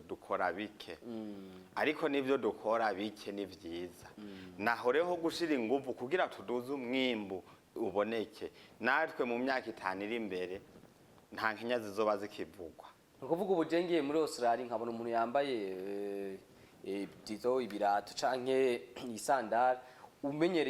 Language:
Rundi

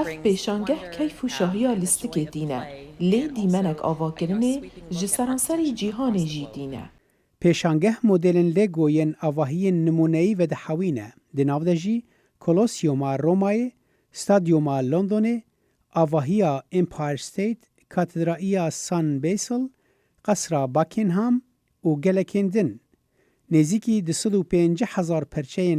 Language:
Kurdish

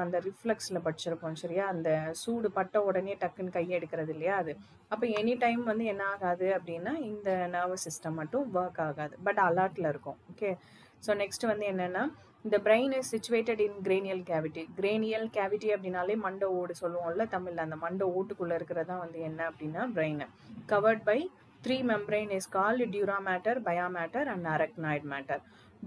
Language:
Tamil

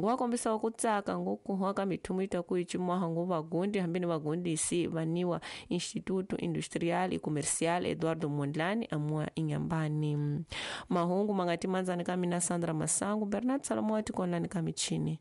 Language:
Tsonga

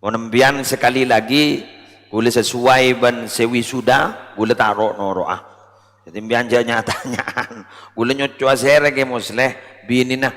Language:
Madurese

